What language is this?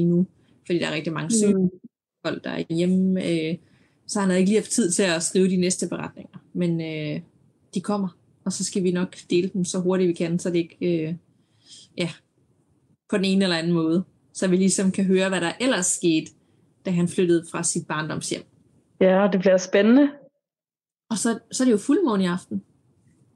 Danish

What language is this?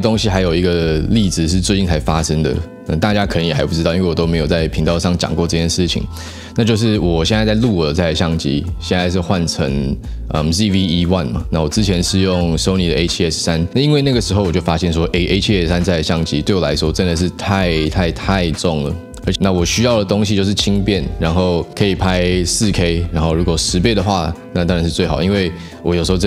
Chinese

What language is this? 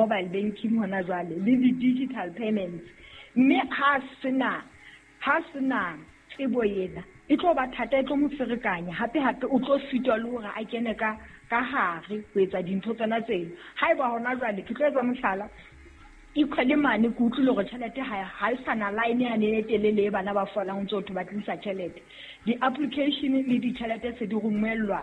Southern Sotho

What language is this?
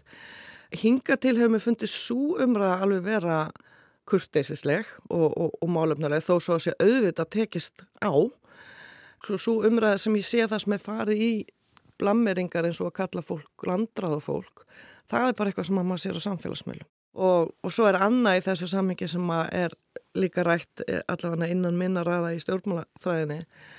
Icelandic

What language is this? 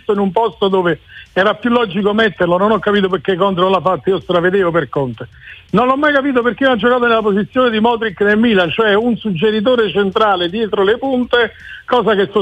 Italian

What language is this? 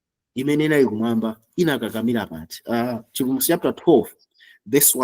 Nyanja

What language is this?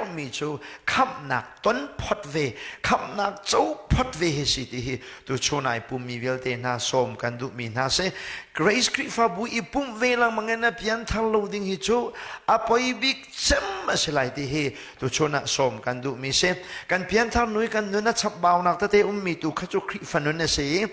Hakha Chin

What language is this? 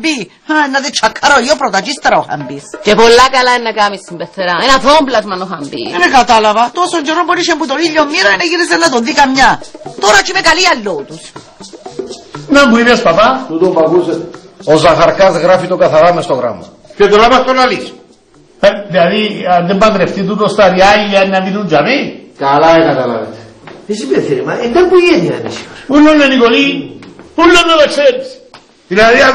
Greek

